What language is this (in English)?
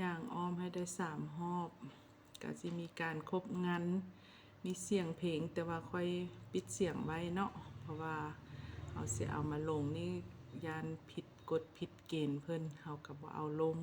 Lao